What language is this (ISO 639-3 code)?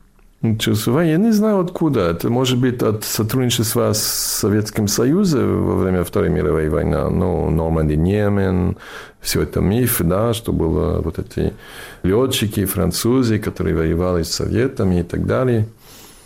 rus